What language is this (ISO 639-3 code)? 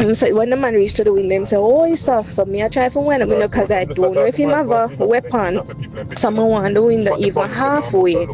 jam